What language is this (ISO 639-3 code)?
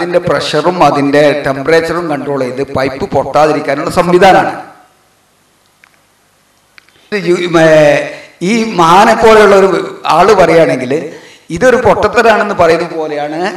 mal